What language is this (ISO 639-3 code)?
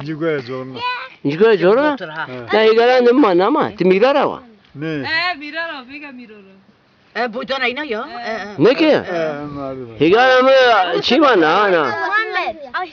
zza